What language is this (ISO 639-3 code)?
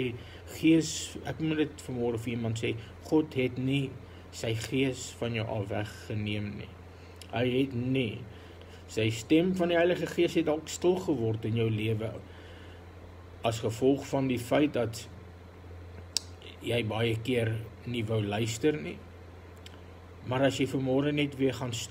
afr